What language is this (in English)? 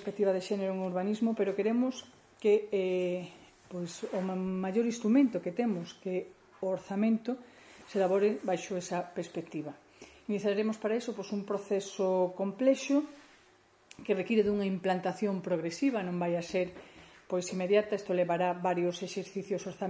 Galician